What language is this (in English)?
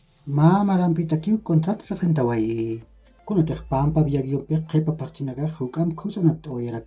Aymara